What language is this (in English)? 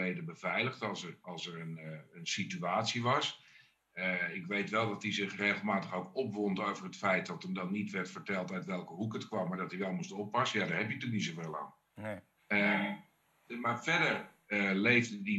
Dutch